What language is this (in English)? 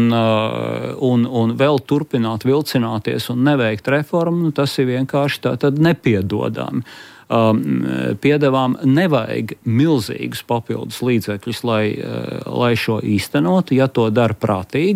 Latvian